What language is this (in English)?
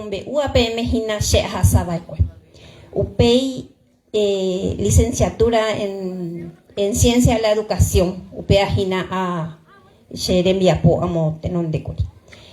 Guarani